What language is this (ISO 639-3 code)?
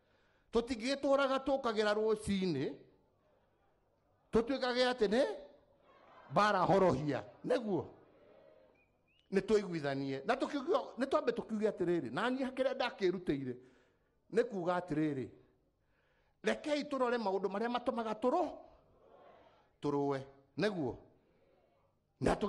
kik